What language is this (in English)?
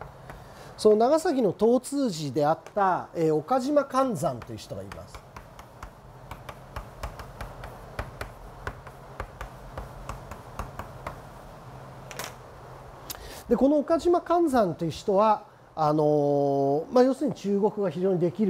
Japanese